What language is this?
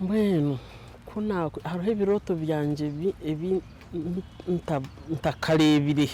Nyankole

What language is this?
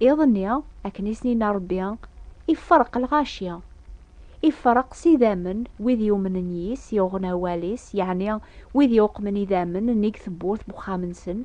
Kabyle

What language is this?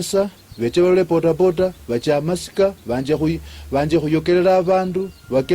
Luyia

